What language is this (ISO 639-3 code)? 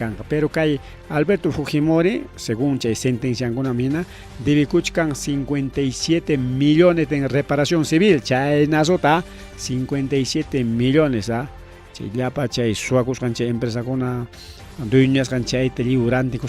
quy